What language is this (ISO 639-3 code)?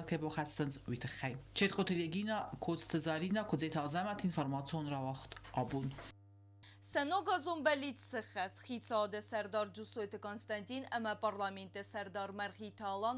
oss